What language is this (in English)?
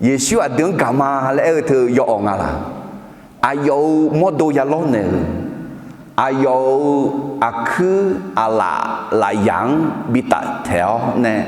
Akha